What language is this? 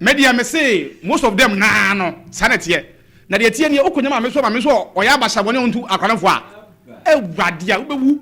Akan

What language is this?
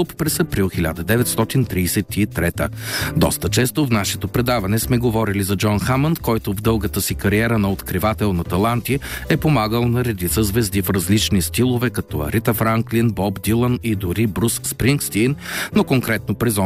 Bulgarian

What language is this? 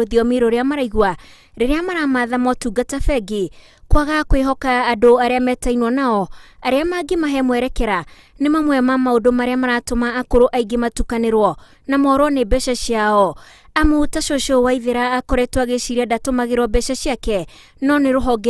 Kikuyu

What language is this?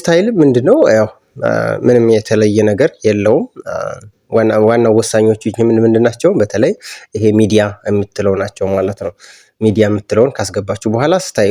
Amharic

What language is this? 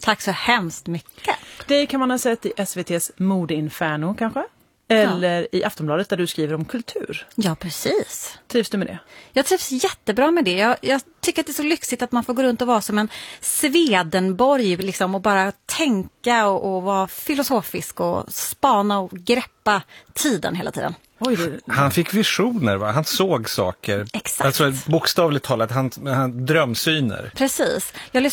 Swedish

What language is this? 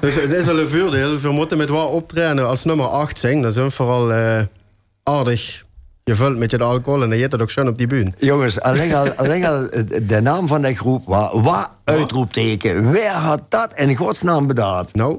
Limburgish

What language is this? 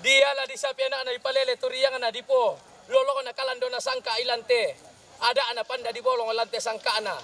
Toraja-Sa'dan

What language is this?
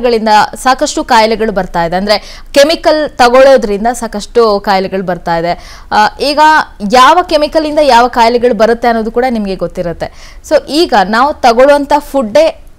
Kannada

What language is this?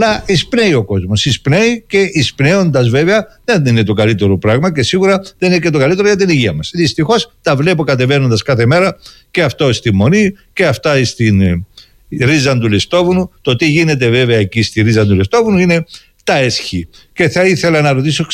Greek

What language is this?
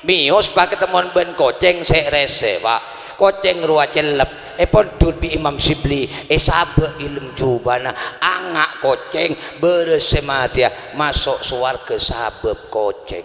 Madurese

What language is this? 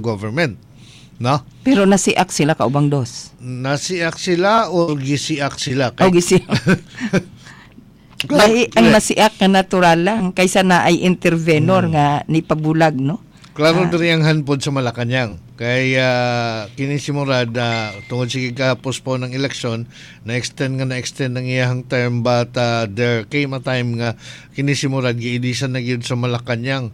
Cebuano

